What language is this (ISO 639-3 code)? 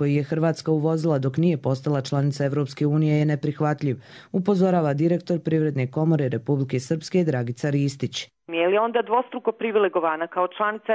bos